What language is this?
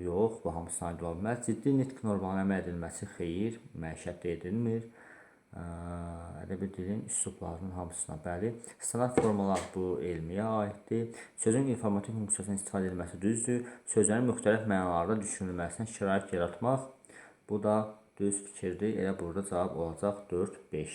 Azerbaijani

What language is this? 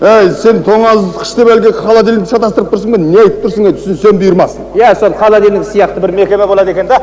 Kazakh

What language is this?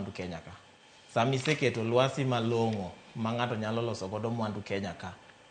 Luo (Kenya and Tanzania)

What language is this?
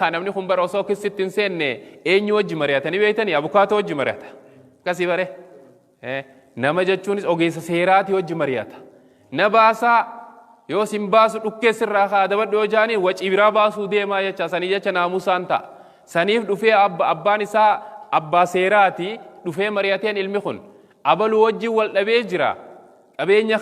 Oromo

